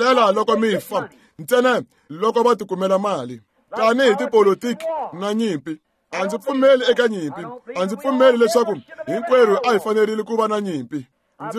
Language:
Tsonga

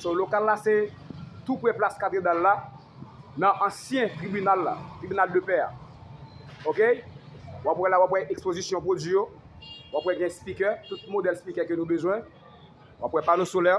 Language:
Haitian Creole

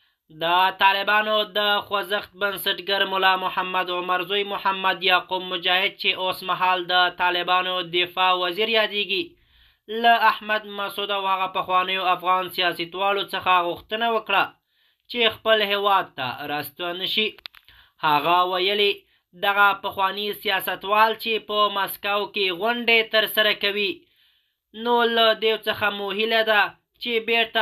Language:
Pashto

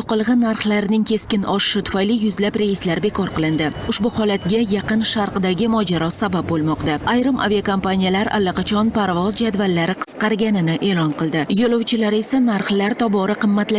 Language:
Uzbek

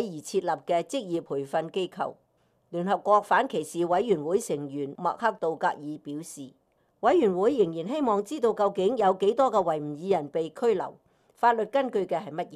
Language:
Cantonese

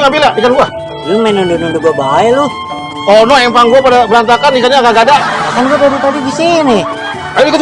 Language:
Betawi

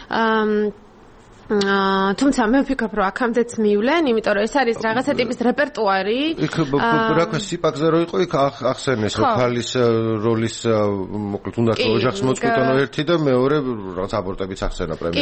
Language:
Georgian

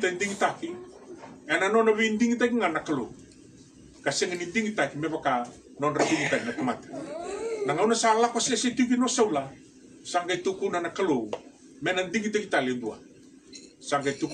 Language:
Fijian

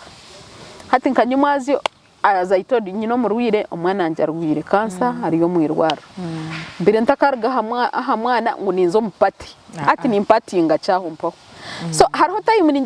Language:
Nyankole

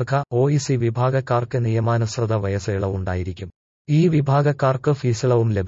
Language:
Malayalam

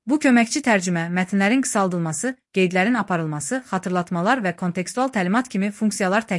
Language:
Azerbaijani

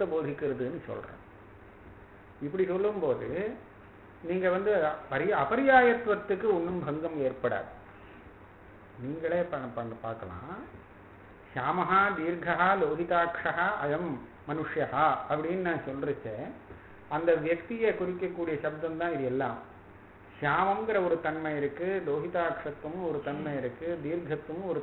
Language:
Tamil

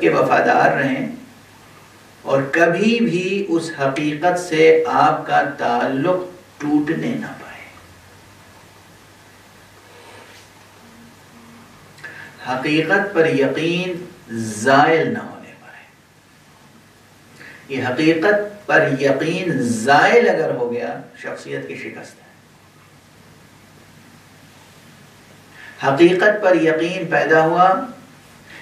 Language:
Urdu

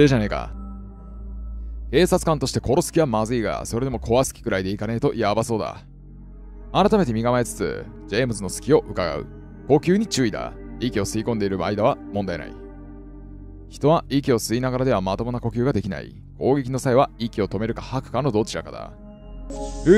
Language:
Japanese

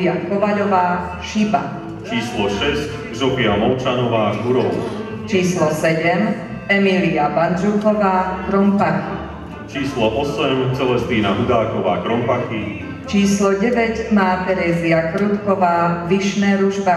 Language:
Slovak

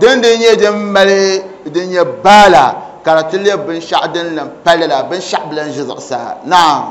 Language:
Dagbani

